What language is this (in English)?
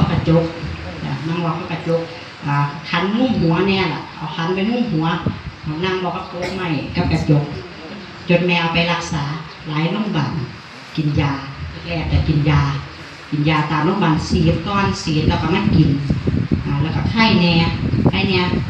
Northeastern Thai